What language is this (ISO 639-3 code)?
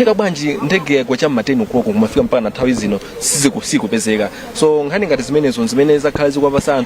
nya